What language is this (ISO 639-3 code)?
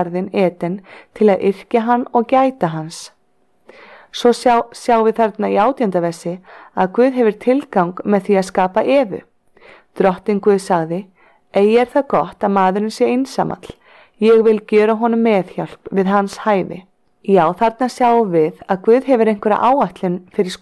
isl